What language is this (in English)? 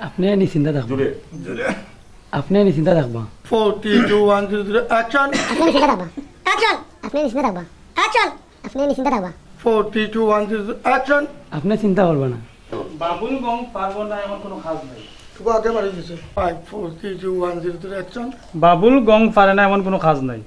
Sylheti